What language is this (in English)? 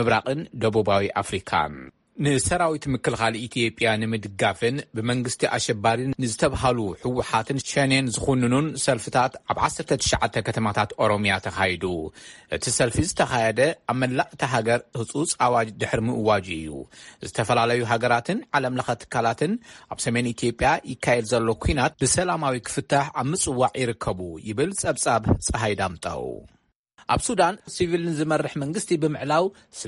Tigrinya